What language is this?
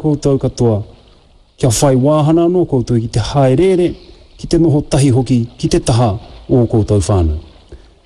Māori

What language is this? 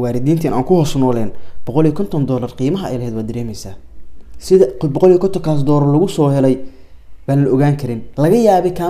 Somali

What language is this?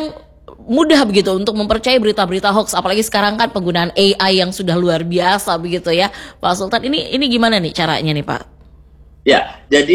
Indonesian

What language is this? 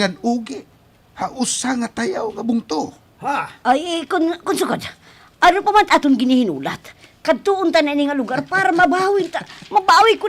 Waray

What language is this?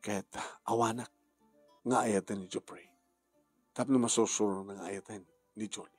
Iloko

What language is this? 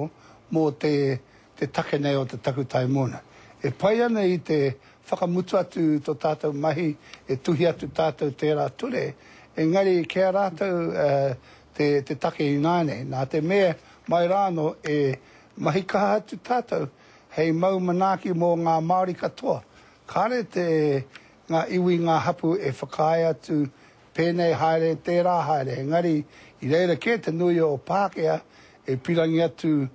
Māori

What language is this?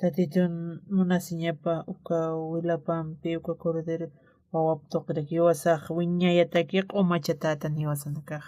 Aymara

